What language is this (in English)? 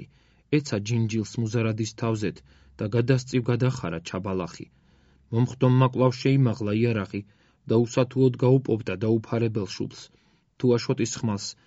Georgian